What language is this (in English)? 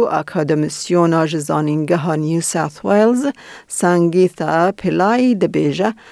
Kurdish